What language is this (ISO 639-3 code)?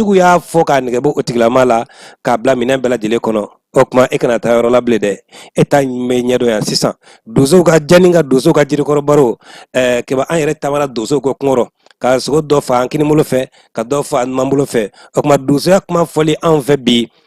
bam